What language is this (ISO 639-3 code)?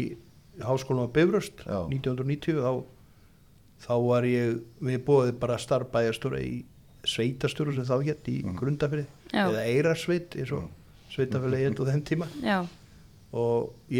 isl